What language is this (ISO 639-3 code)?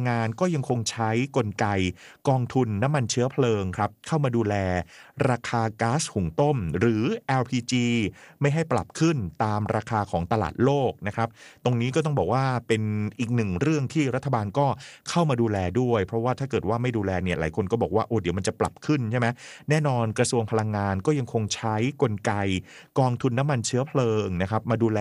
tha